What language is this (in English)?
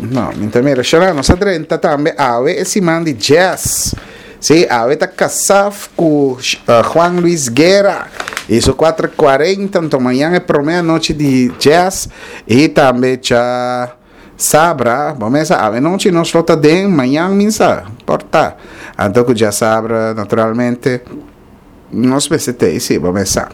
Papiamento